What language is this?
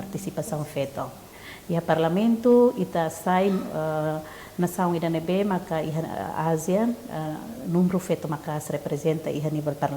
Tetum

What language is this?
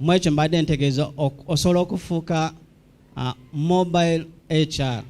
Ganda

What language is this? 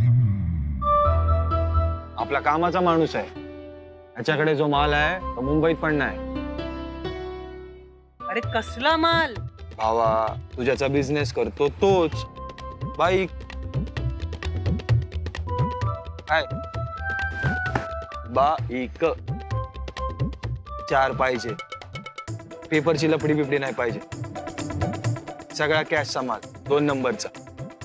Marathi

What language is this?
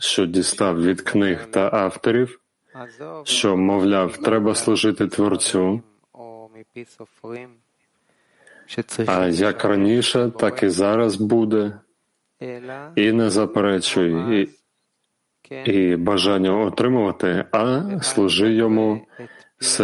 Ukrainian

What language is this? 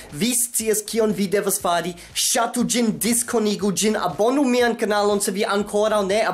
Esperanto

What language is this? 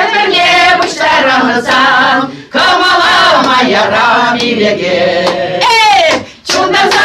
Chuvash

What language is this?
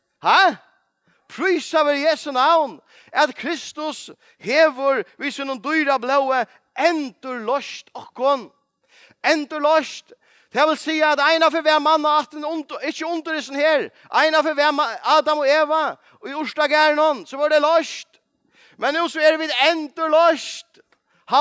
Faroese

